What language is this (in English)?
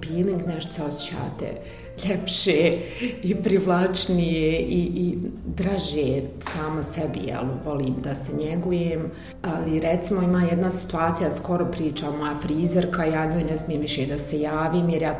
Bosnian